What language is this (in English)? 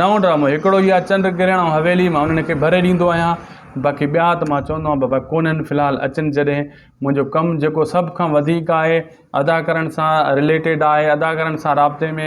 Sindhi